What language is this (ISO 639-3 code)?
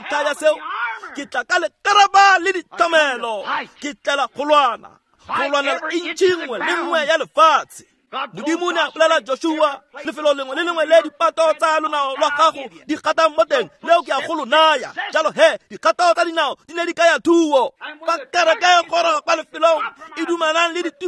tsn